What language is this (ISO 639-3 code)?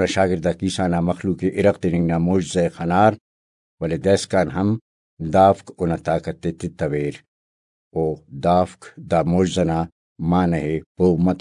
brh